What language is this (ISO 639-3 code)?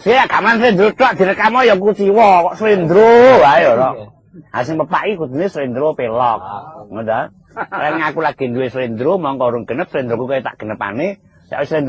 jav